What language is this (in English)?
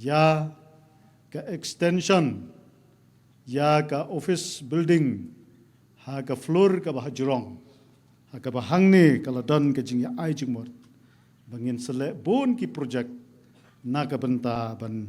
Khasi